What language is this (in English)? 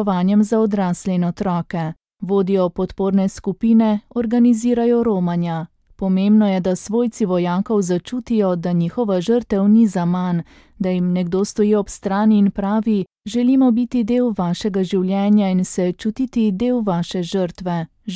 Slovenian